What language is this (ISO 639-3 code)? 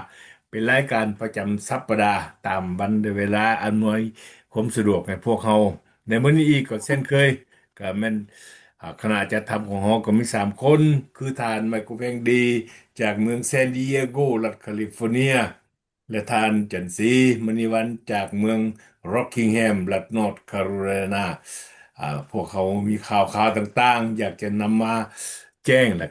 lao